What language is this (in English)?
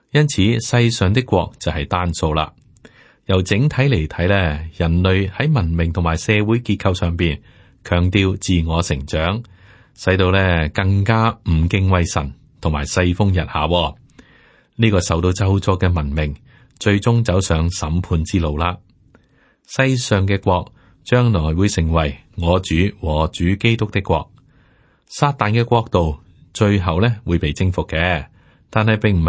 Cantonese